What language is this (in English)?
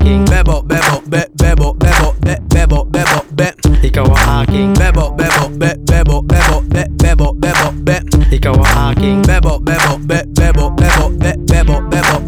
Filipino